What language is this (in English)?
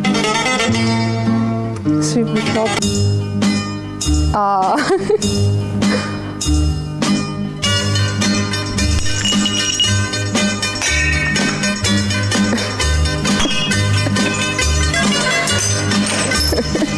Dutch